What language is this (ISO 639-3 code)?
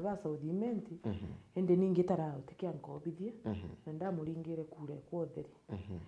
mer